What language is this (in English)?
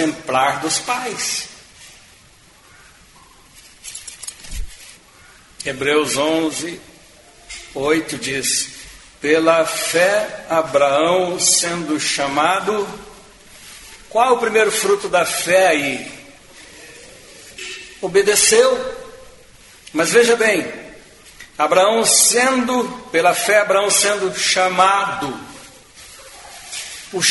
Portuguese